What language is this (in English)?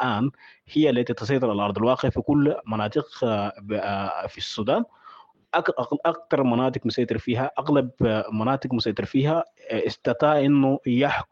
Sudanese Arabic